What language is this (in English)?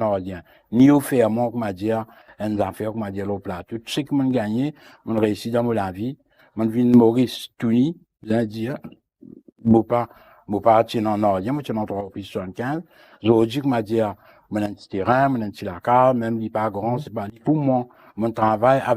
Morisyen